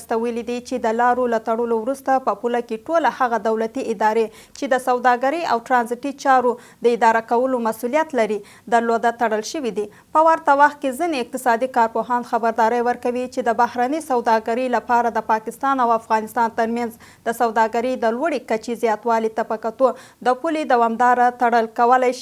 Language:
Pashto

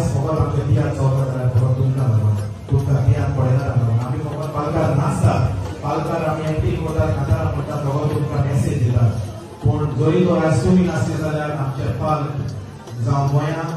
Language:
Konkani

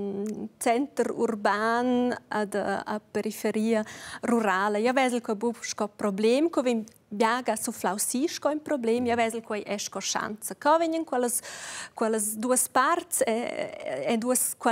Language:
Romansh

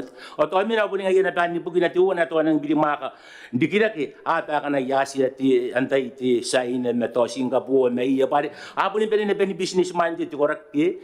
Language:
Gilbertese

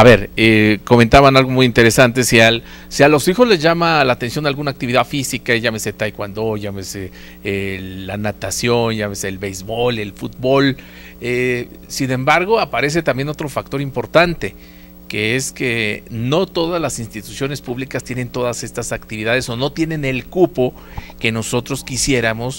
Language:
Spanish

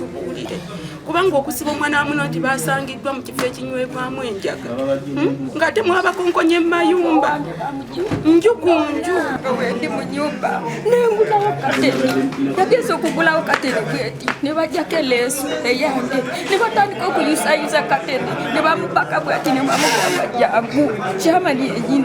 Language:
Ganda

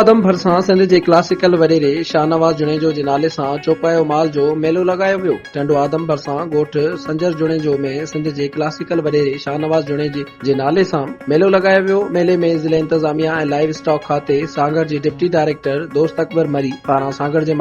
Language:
Sindhi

